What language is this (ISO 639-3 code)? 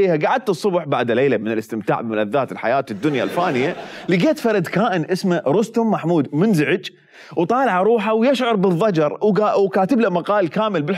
acm